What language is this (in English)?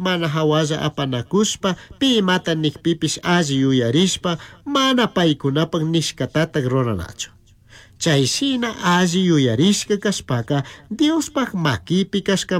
Chimborazo Highland Quichua